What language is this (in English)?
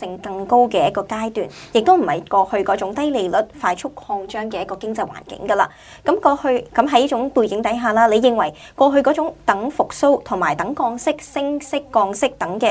Cantonese